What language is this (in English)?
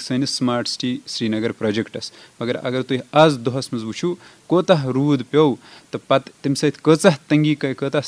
Kashmiri